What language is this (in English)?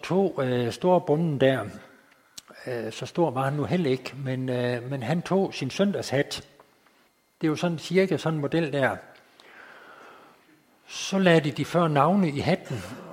Danish